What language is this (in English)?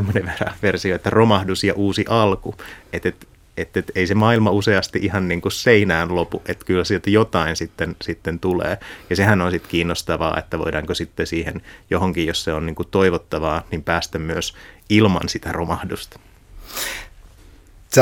Finnish